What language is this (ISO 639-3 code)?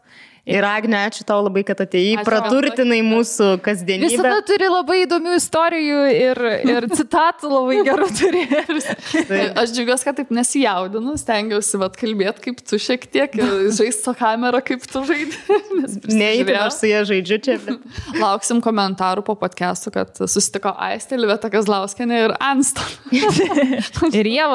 lit